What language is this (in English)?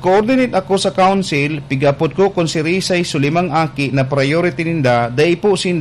Bikol